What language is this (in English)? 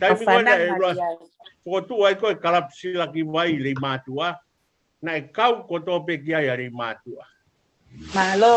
Tongan